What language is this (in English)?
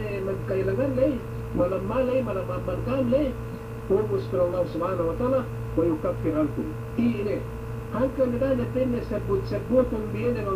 Yakan